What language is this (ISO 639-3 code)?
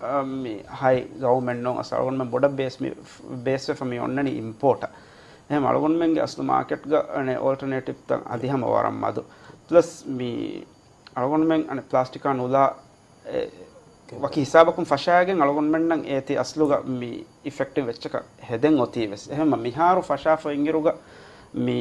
div